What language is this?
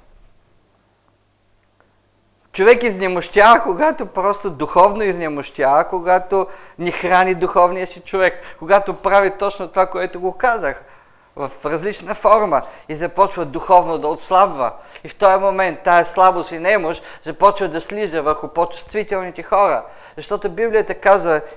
Bulgarian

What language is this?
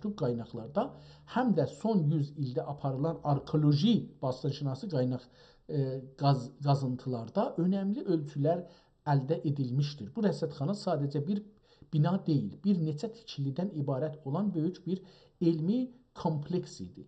South Azerbaijani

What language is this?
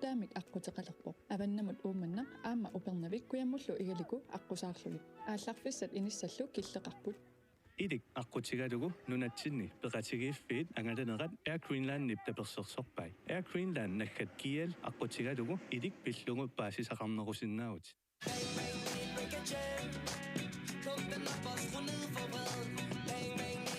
Kalaallisut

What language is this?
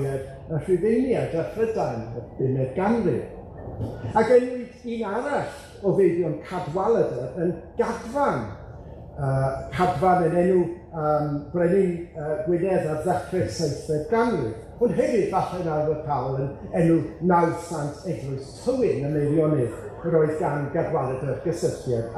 Welsh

